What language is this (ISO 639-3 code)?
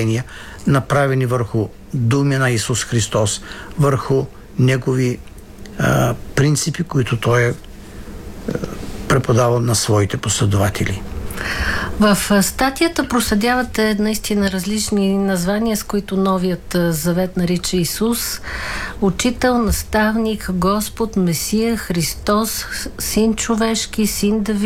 bul